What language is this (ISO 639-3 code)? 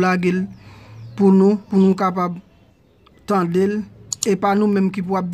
hat